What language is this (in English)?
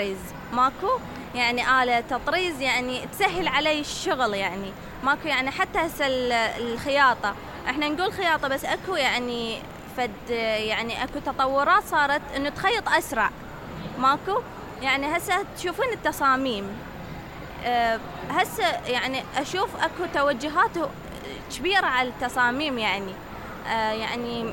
Mesopotamian Arabic